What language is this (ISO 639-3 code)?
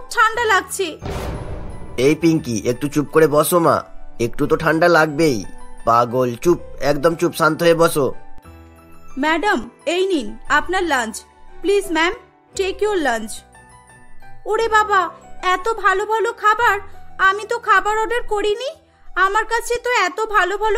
ben